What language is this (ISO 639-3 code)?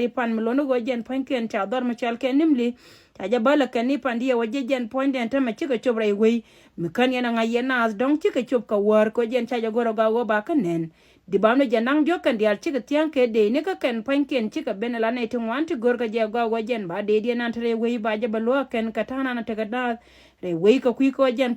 nus